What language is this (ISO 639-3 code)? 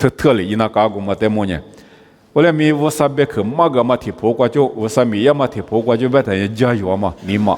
lis